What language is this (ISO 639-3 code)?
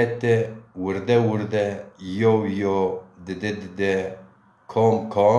zza